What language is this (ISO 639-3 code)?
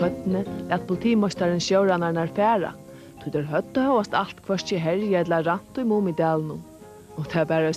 fao